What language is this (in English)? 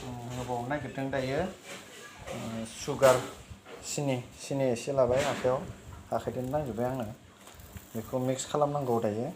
Bodo